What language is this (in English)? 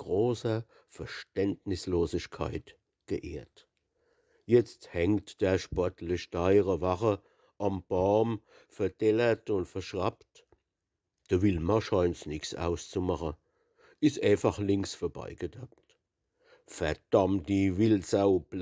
Palatine German